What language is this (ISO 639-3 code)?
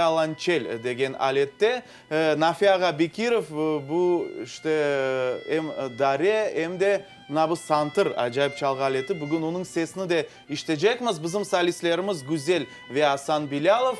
crh